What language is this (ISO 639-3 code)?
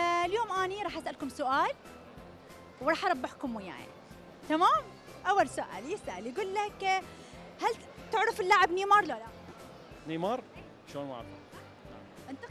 acm